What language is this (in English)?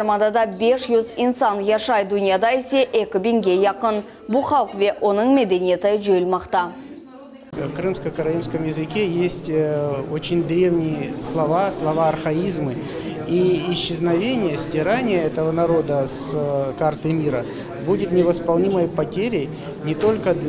Crimean Tatar